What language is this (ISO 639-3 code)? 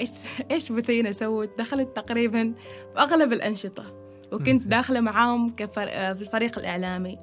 afb